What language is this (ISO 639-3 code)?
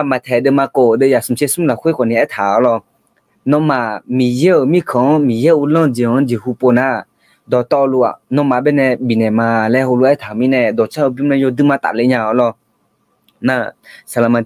ahk